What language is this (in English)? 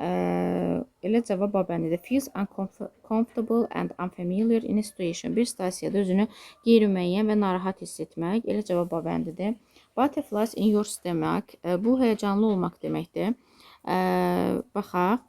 Azerbaijani